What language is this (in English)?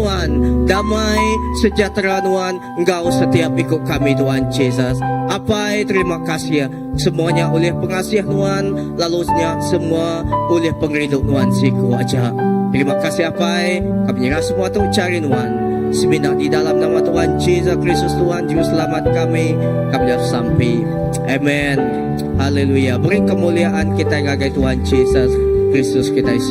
Iban